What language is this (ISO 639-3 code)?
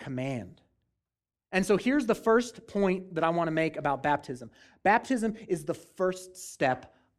eng